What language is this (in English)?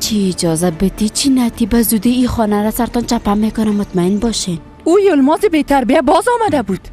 Persian